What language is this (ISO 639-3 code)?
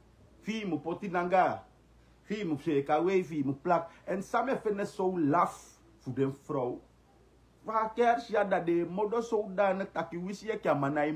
srn